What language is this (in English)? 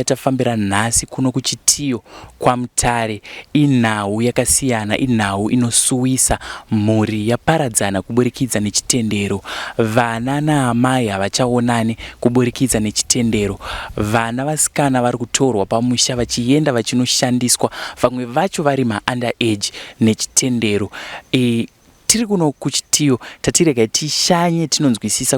Shona